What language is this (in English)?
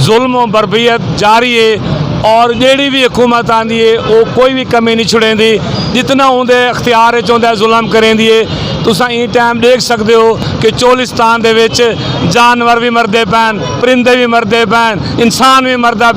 Saraiki